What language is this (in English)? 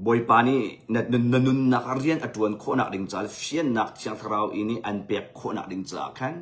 Hakha Chin